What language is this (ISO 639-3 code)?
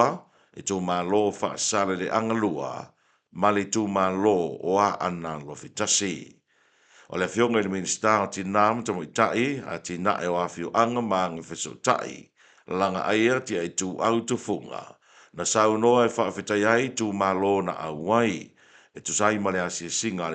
smo